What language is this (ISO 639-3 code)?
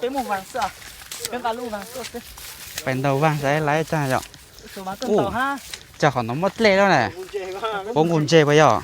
hmn